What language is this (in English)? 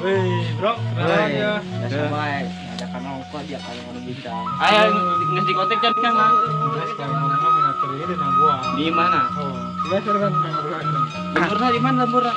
Sundanese